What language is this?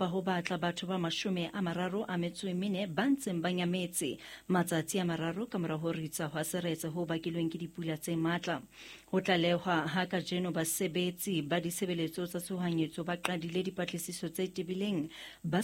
Southern Sotho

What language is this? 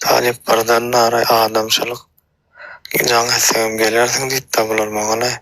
Turkmen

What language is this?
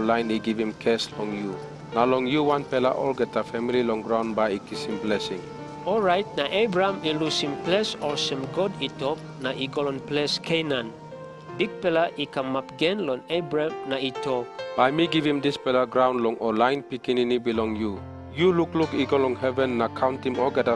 Tok Pisin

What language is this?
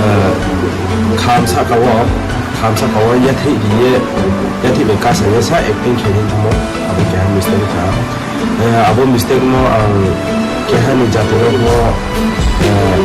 Riang (India)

